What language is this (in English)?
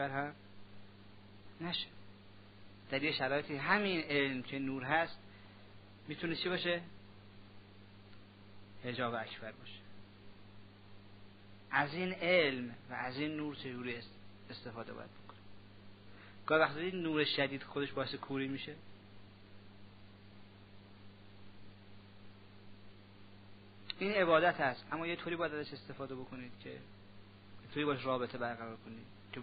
Persian